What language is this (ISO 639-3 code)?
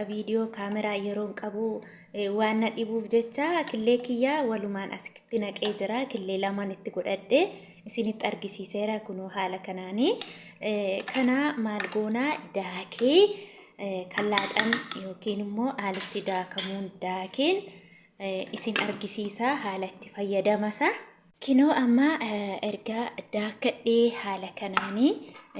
orm